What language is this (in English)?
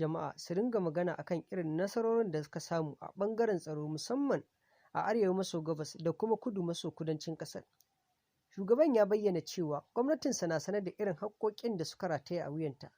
Hausa